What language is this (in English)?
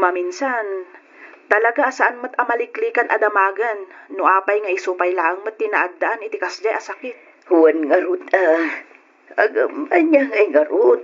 Iloko